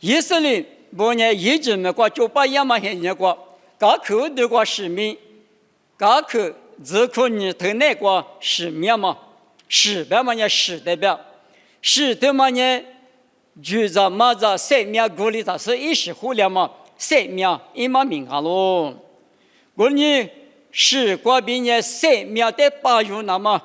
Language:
Lisu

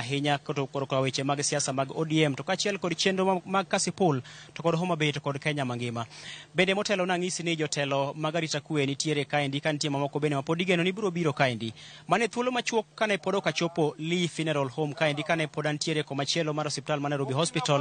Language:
Luo (Kenya and Tanzania)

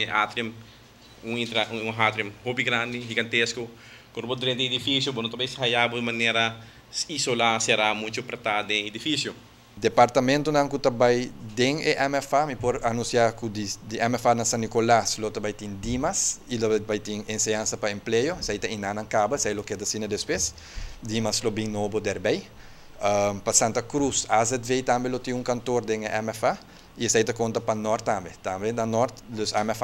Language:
Papiamento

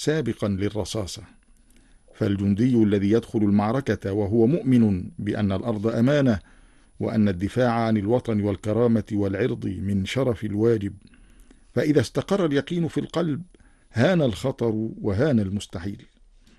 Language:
Arabic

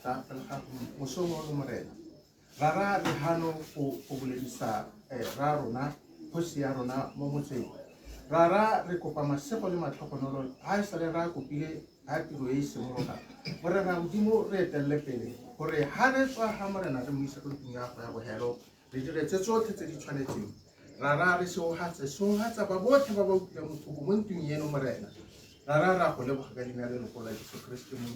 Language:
Tswana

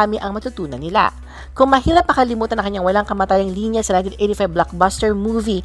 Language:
Filipino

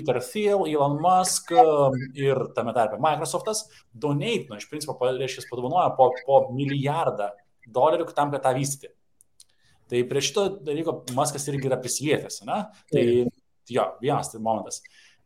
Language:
Lithuanian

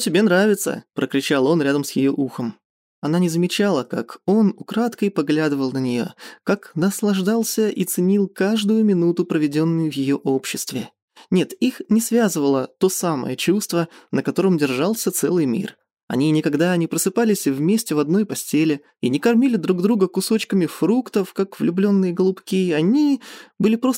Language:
Russian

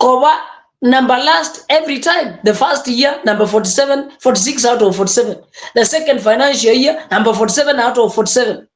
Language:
Gusii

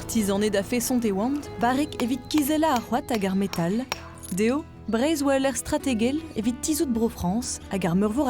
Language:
Breton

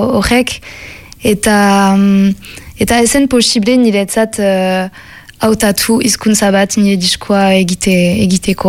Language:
Basque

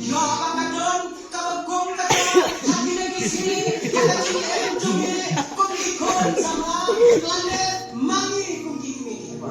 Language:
Khasi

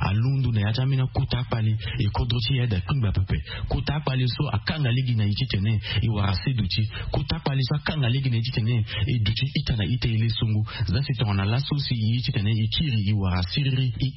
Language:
Sango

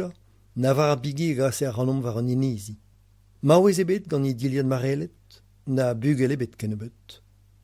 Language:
Breton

